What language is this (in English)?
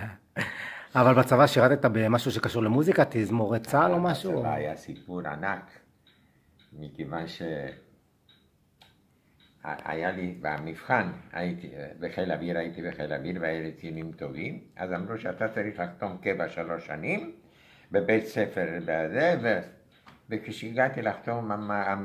Hebrew